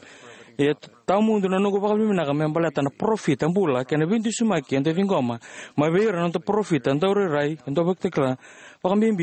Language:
Fijian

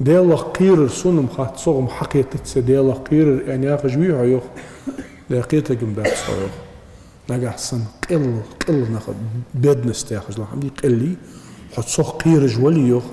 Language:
Ingush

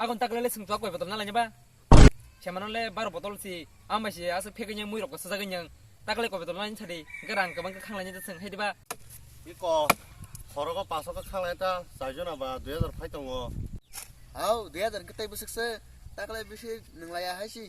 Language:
Kok Borok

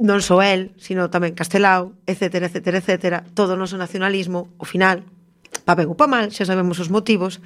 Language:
Galician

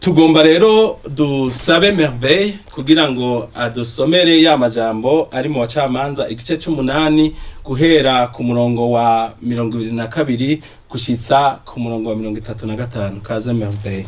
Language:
Rundi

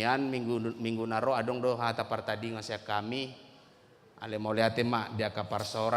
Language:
Batak Toba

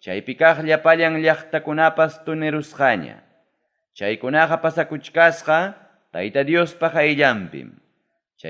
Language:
Ayacucho Quechua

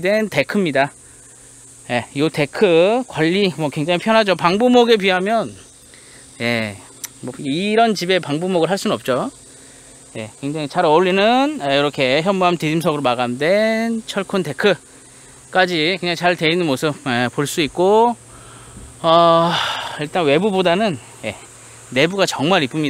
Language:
Korean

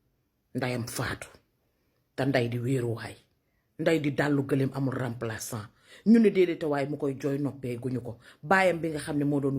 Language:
Wolof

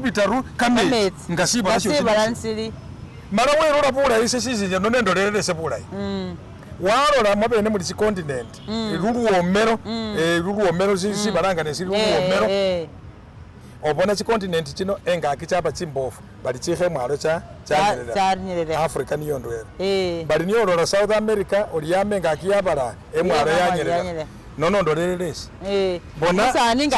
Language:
Masaaba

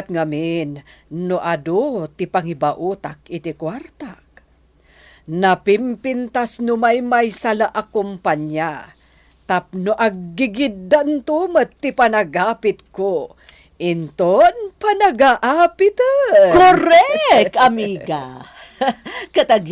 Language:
Iloko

